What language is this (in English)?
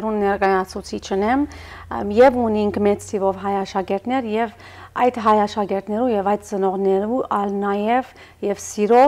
Western Armenian